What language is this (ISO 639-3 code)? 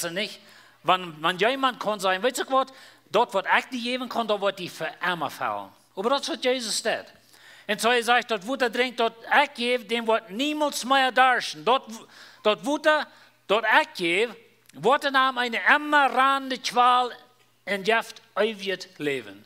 pdt